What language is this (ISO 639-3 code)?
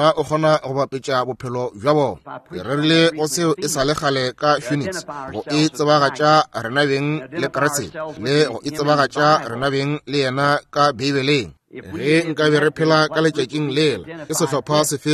nso